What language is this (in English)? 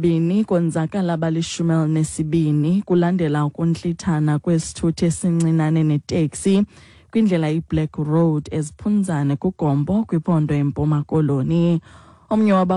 Xhosa